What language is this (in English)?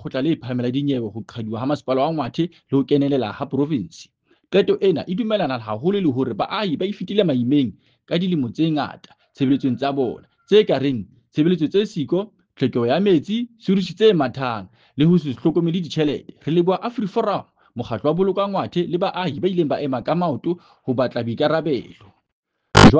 Southern Sotho